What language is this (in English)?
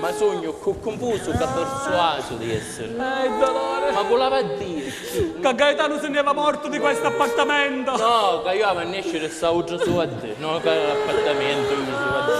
Sicilian